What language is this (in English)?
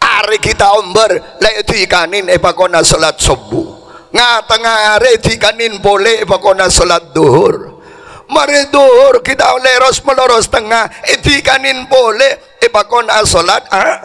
Madurese